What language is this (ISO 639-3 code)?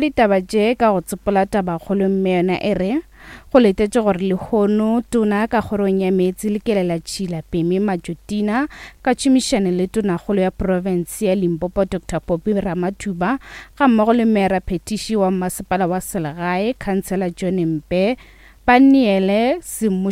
nso